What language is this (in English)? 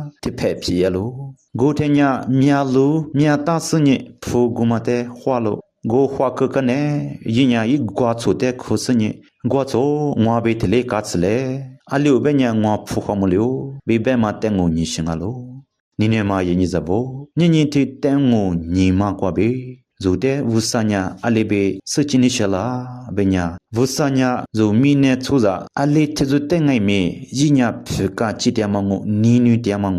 Lisu